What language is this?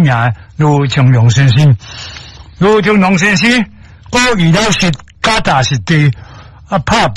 Min Nan Chinese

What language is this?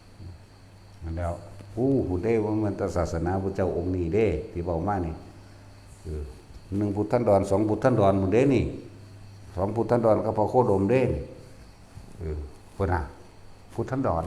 Northeastern Thai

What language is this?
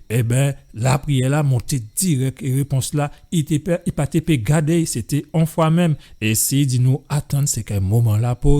Guadeloupean Creole French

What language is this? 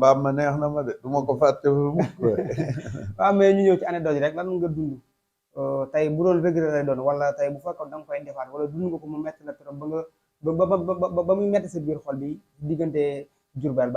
Wolof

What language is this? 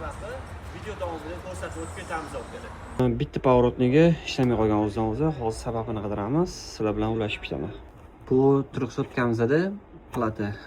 Uzbek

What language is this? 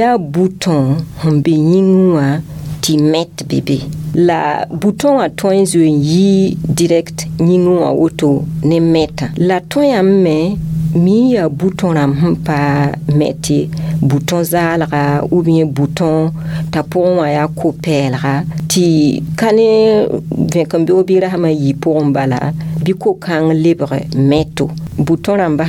Mossi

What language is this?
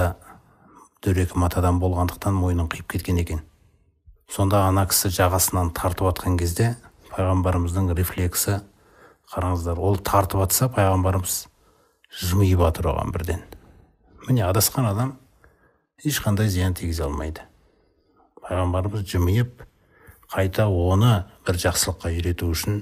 Kazakh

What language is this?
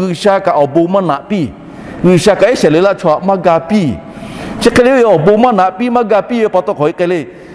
Lahu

